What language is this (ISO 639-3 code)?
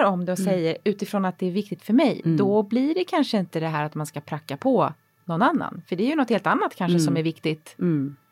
swe